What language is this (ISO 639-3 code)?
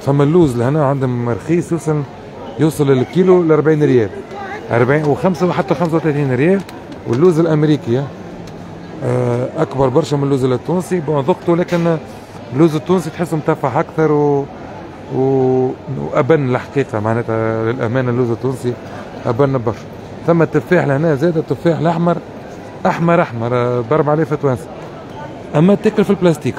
aeb